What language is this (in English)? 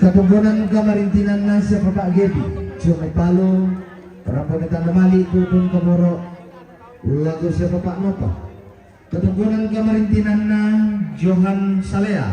Toraja-Sa'dan